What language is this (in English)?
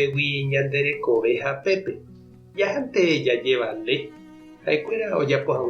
Guarani